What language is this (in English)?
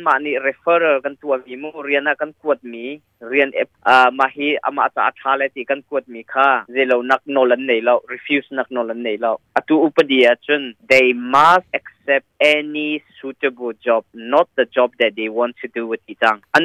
Hakha Chin